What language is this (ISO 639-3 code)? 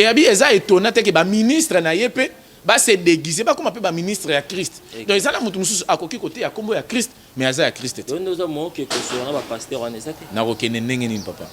lin